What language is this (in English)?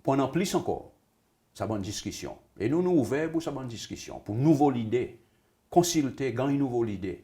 Seselwa Creole French